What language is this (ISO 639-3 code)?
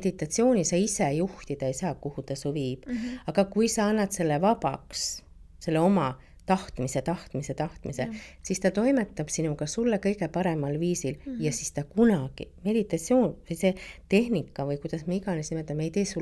est